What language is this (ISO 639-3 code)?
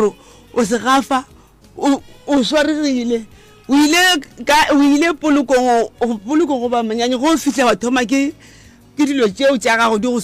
nso